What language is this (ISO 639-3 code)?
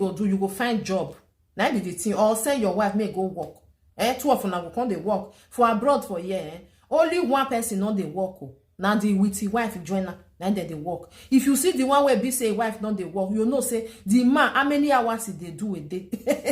pcm